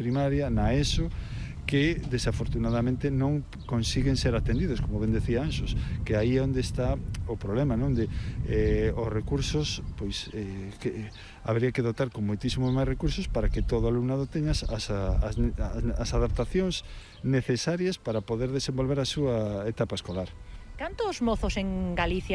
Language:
Galician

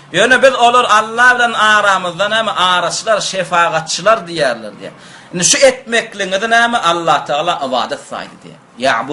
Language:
Turkmen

